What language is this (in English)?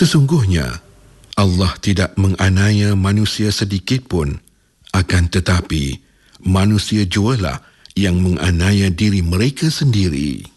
Malay